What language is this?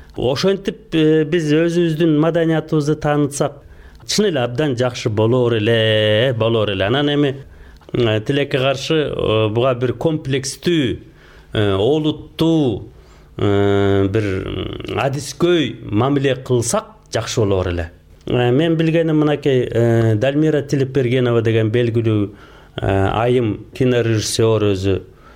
Kyrgyz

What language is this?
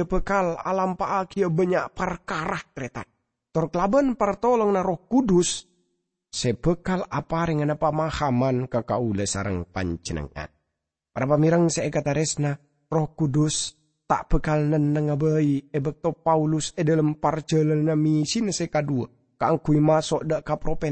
Madurese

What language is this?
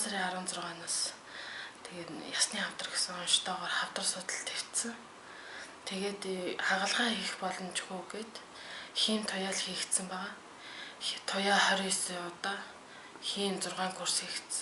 Mongolian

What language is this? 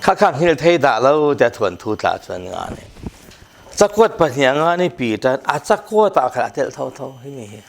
Falam Chin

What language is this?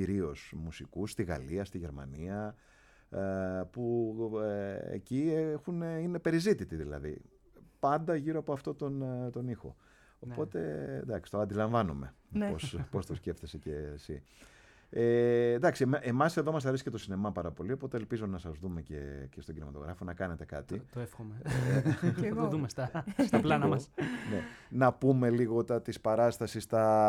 Greek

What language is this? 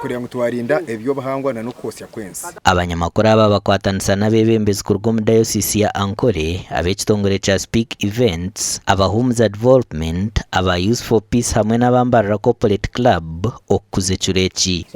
Nyankole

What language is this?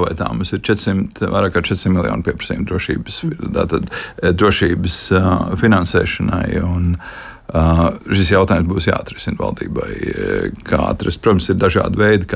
Latvian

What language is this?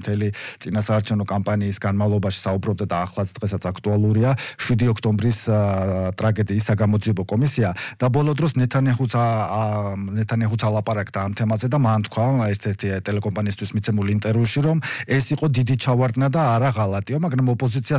Georgian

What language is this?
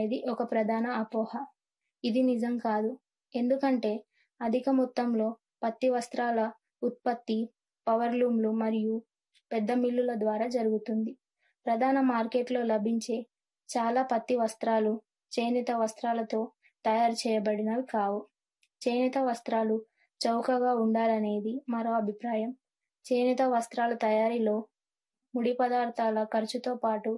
Telugu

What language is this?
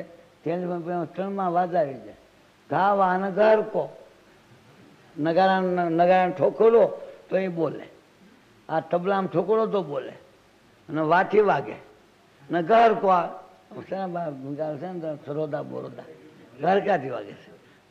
Gujarati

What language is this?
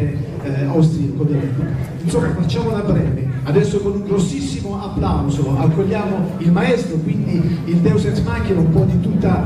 Italian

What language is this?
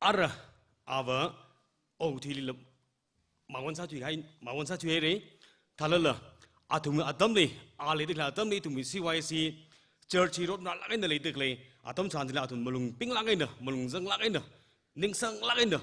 Tangkhul Naga (India)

